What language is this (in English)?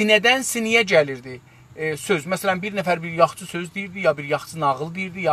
South Azerbaijani